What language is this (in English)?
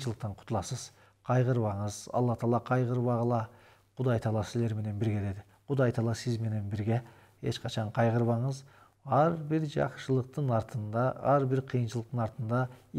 Kyrgyz